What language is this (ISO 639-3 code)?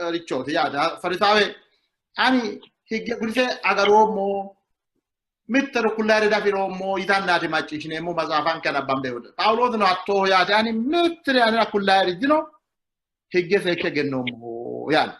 sid